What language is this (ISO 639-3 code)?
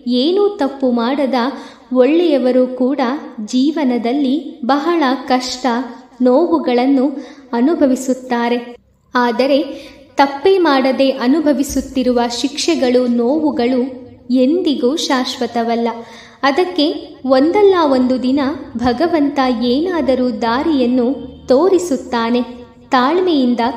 kan